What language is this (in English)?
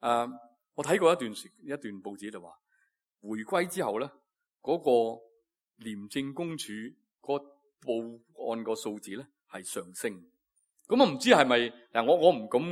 Cantonese